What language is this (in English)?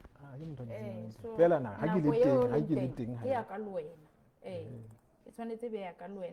Southern Sotho